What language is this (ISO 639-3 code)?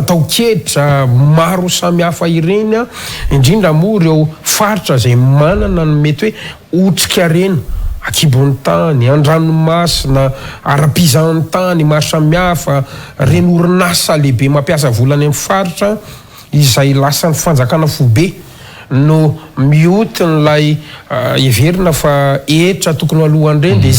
mlg